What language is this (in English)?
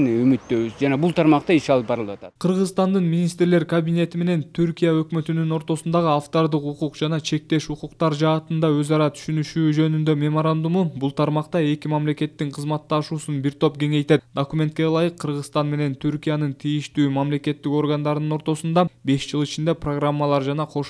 Kyrgyz